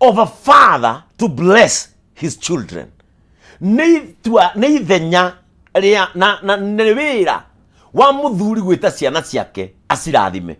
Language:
Kikuyu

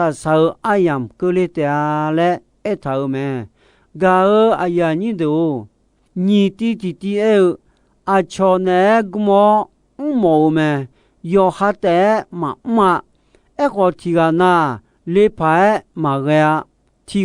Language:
Akha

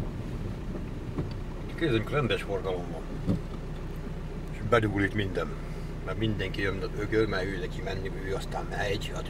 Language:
Hungarian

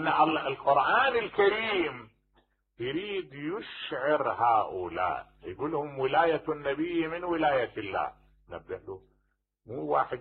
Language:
Mesopotamian Arabic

